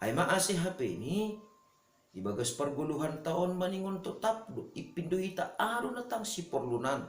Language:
Batak Simalungun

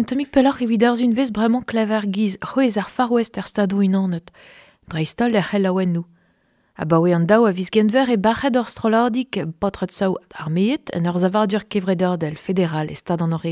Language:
Breton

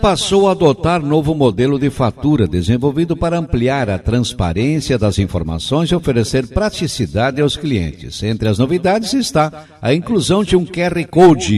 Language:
Portuguese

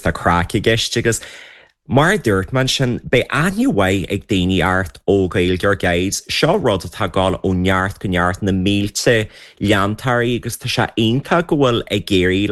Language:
Irish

